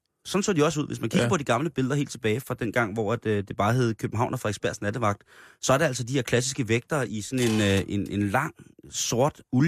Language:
Danish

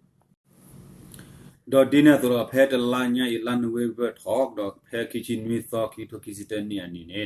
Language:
S'gaw Karen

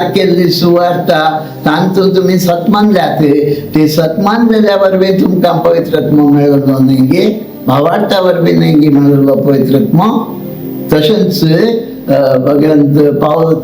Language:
Konkani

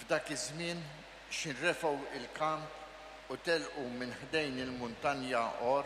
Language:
Maltese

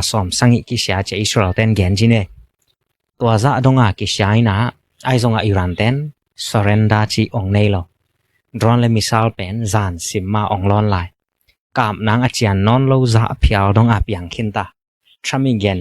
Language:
Tedim Chin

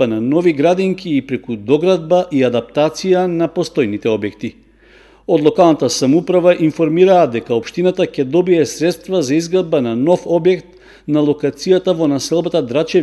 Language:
Macedonian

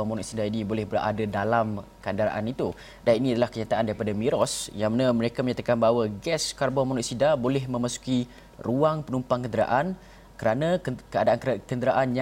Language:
Malay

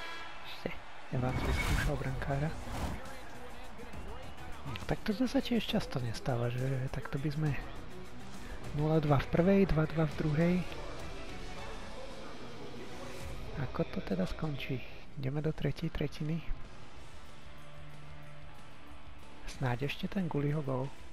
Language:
Slovak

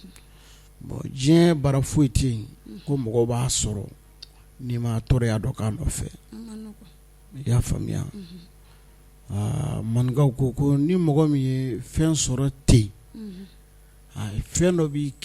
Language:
Bambara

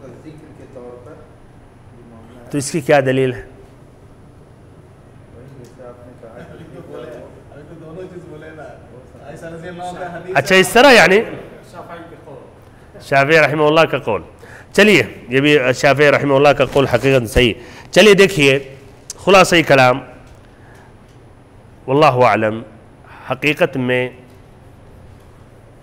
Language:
Urdu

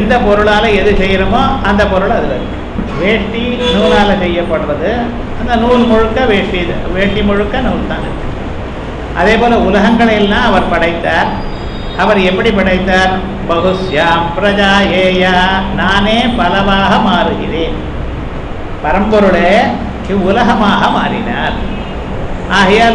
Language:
Tamil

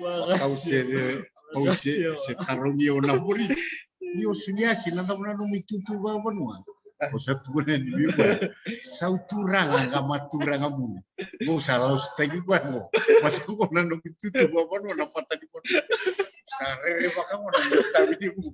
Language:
Fijian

